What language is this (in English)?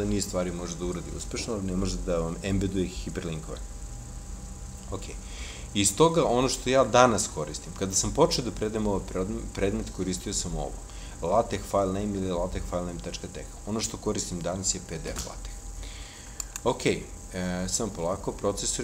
Serbian